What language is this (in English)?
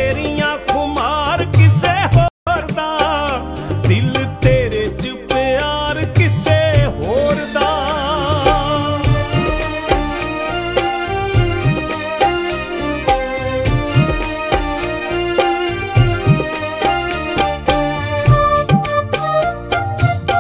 Punjabi